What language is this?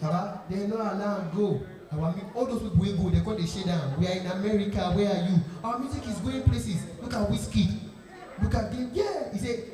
Nigerian Pidgin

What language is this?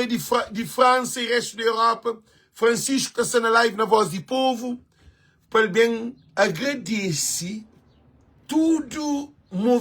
Kabuverdianu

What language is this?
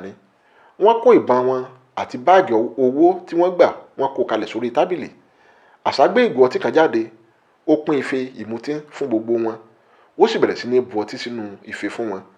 Yoruba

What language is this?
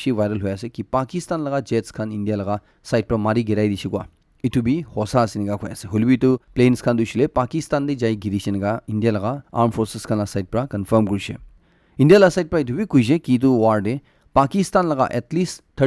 Naga Pidgin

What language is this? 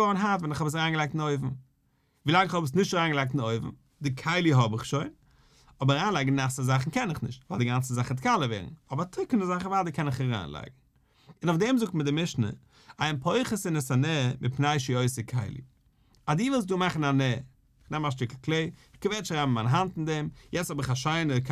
Yiddish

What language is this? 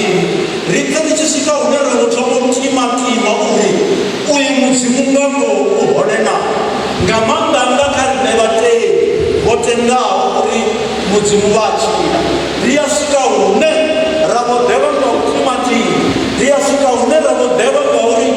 Venda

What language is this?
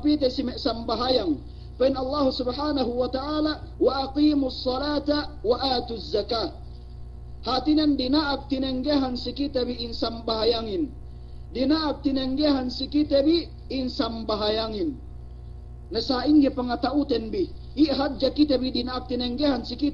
Yakan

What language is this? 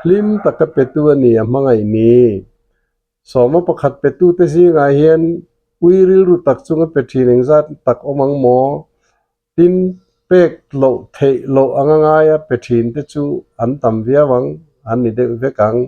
Mizo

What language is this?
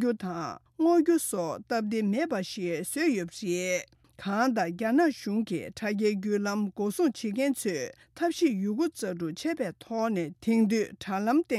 Tibetan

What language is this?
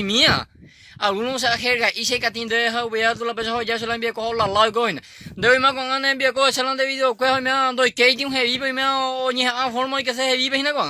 Guarani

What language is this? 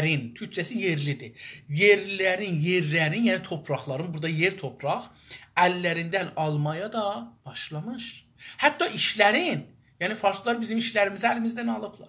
South Azerbaijani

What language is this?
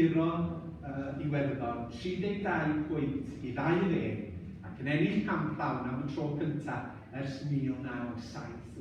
Welsh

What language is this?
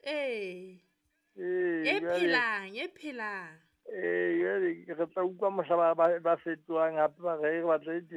Southern Sotho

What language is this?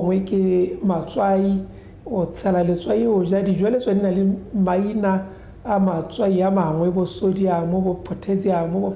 Tswana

